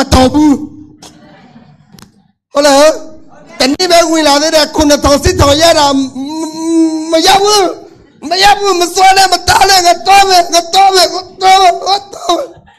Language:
Burmese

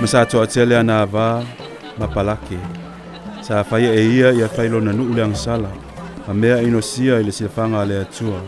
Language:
Samoan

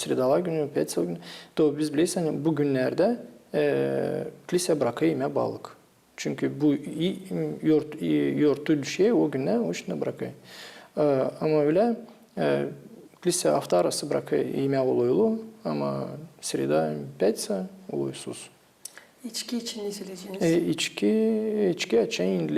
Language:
Gagauz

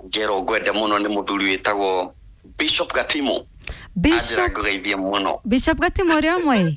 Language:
Kikuyu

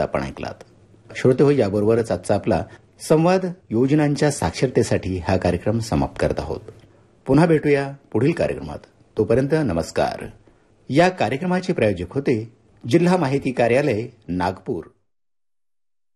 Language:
Marathi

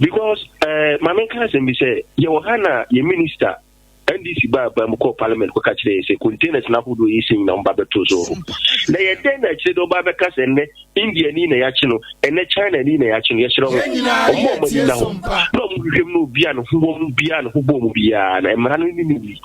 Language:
Akan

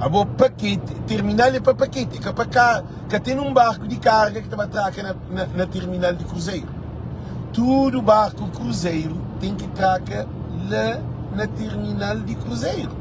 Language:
Kabuverdianu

